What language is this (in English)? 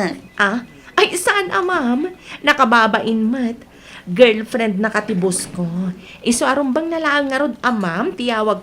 Iloko